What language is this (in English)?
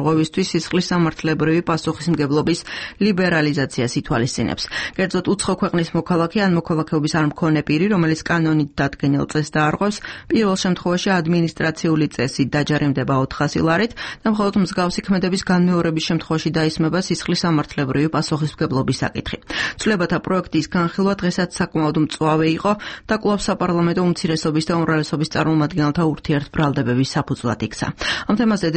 Georgian